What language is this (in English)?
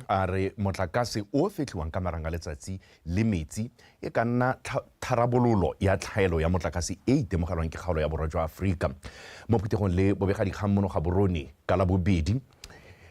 Tswana